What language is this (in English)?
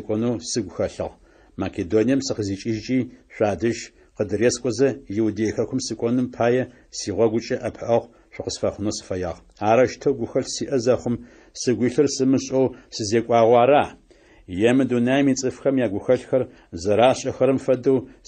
Adyghe